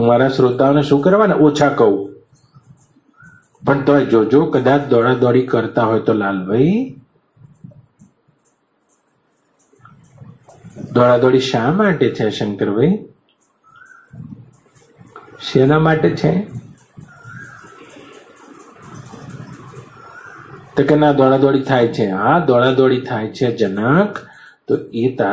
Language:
Gujarati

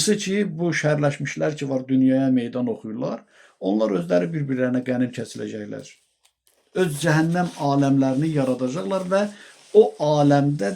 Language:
Azerbaijani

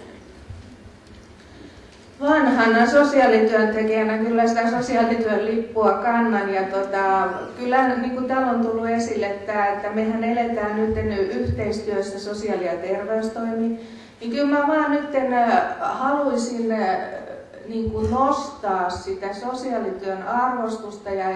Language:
Finnish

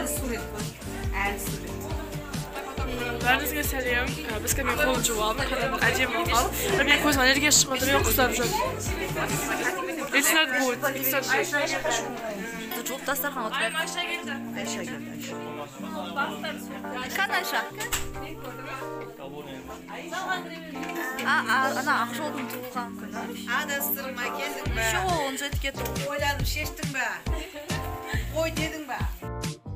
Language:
Kazakh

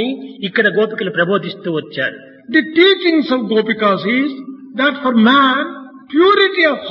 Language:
Telugu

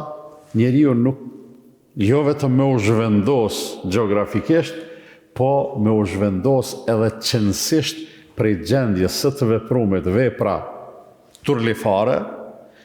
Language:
Albanian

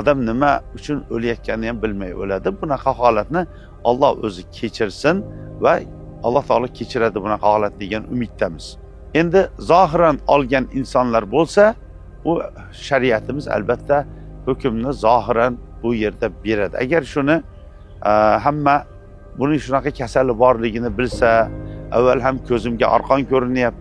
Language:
Uzbek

